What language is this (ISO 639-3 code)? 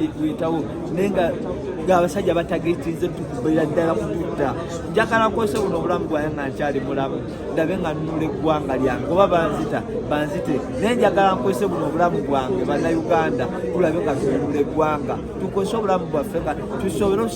lug